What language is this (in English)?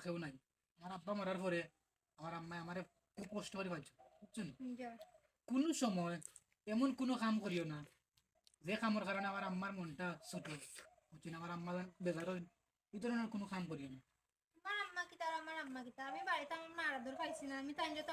Sylheti